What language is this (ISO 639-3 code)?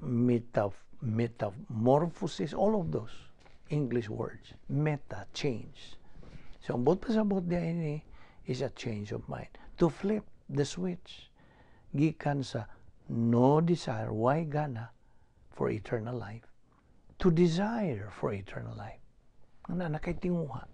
ceb